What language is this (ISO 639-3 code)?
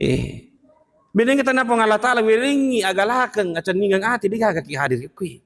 bug